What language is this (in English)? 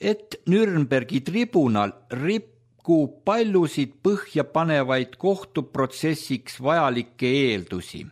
Estonian